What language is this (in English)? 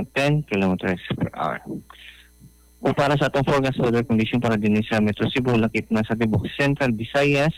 Cebuano